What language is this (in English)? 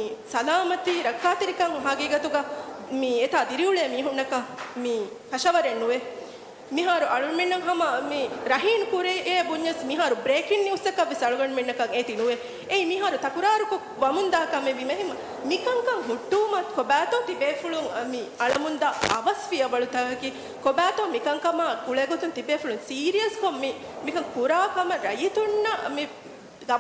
Divehi